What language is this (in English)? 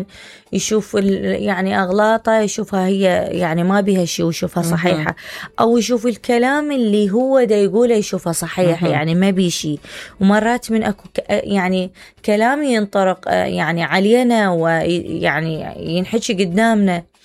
Mesopotamian Arabic